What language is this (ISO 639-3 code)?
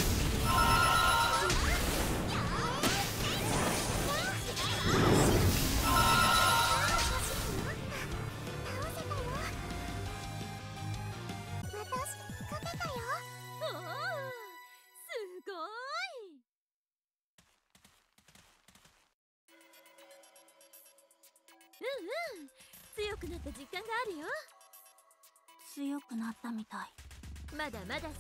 jpn